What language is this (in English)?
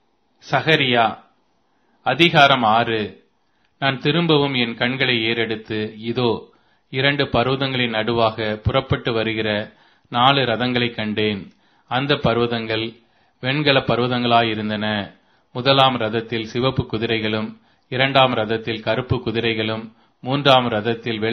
Tamil